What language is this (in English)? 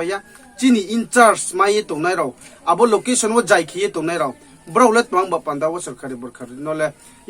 Riang (India)